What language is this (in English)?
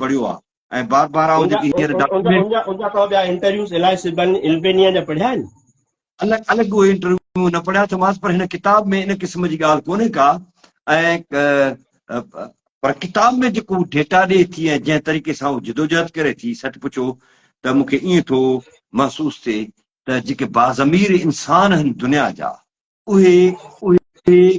Sindhi